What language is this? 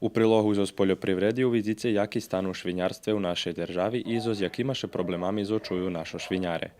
Rusyn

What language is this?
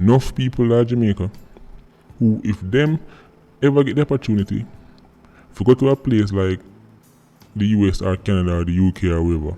Jamaican Creole English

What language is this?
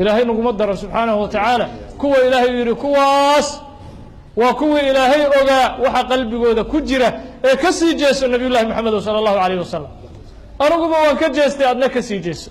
Somali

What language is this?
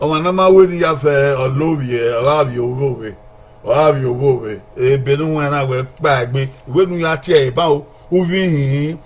Bini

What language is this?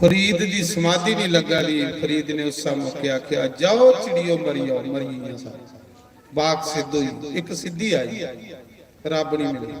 Dogri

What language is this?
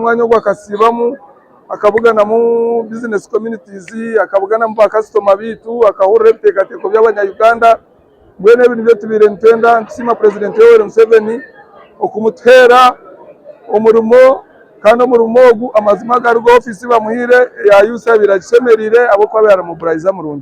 Nyankole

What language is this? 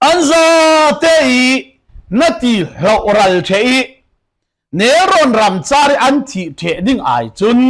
Falam Chin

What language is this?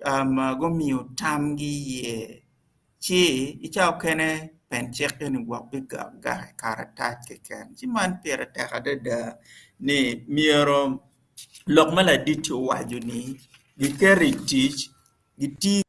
Acoli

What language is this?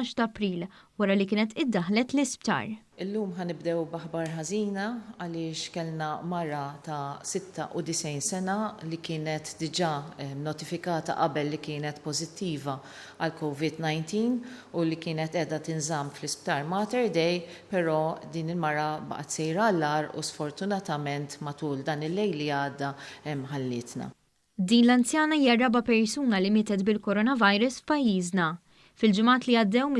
Maltese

